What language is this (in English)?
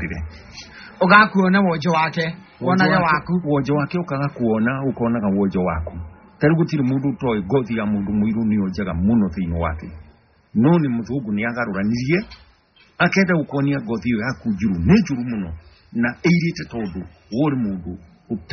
Kikuyu